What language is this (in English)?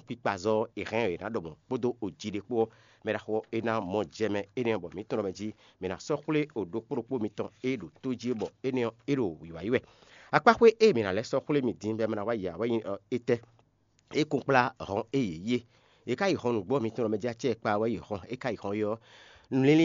Fon